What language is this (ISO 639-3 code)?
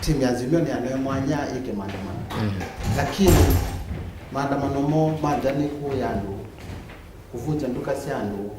kam